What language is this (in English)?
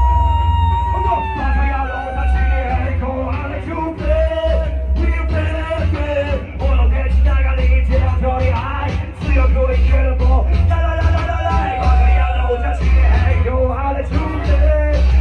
Japanese